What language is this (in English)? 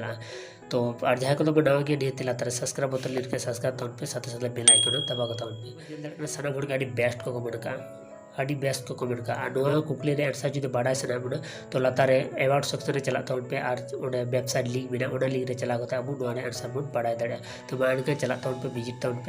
Santali